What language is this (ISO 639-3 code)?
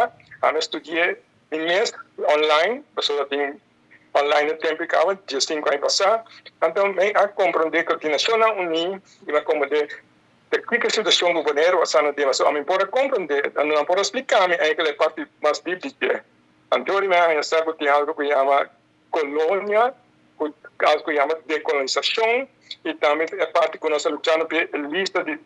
pap